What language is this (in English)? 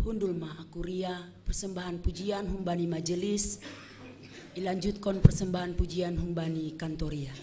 Batak Simalungun